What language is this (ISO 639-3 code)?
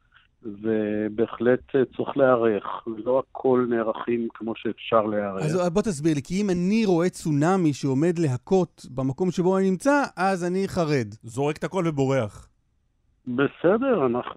heb